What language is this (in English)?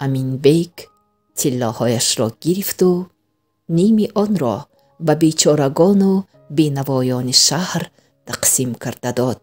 Tajik